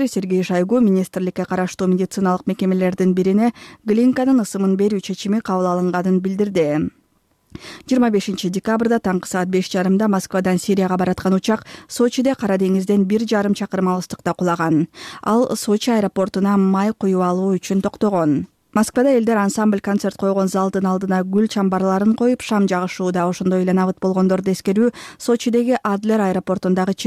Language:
Kyrgyz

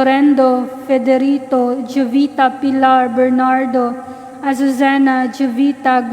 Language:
Cebuano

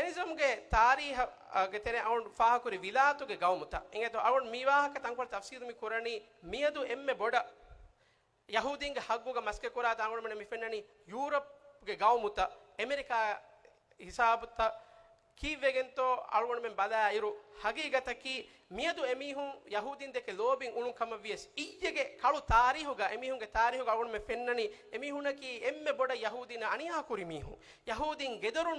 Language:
Divehi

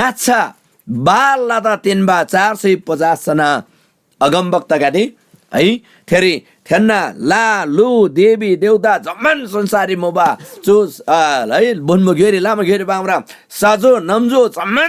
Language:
Eastern Tamang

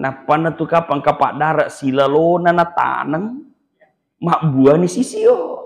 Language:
Buginese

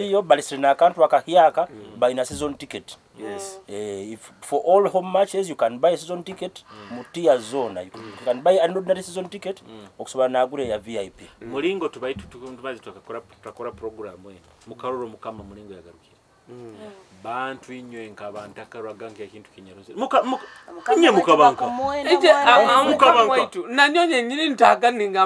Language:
Nyoro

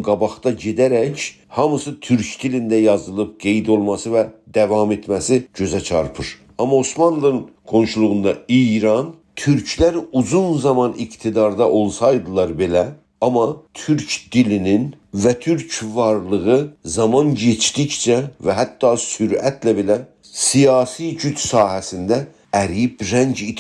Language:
South Azerbaijani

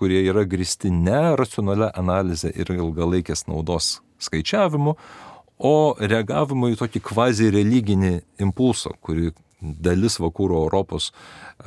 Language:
Lithuanian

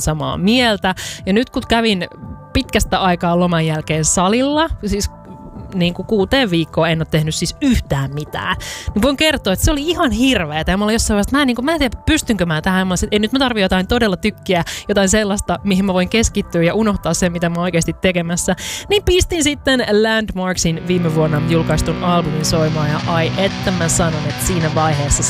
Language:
Finnish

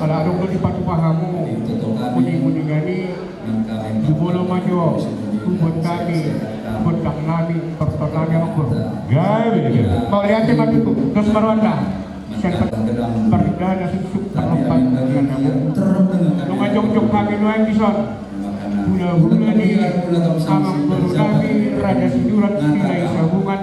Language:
Batak Toba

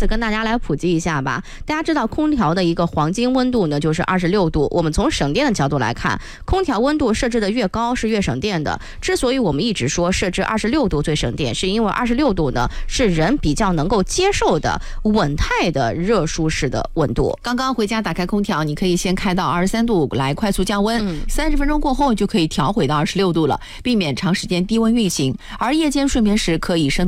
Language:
Chinese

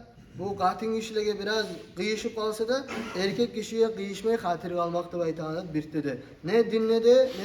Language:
Kumyk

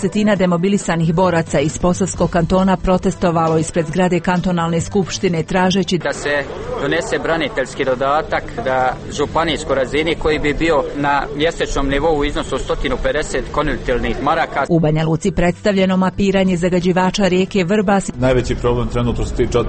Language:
Croatian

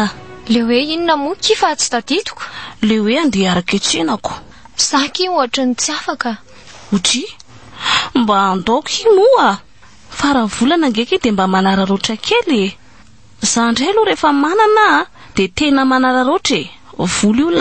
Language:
Malagasy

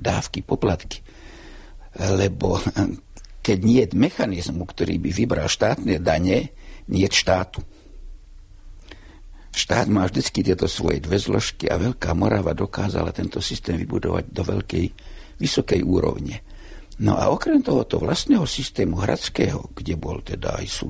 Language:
Slovak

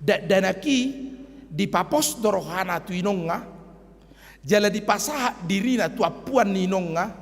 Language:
Batak Toba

